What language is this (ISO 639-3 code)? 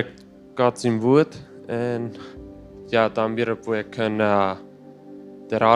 pdt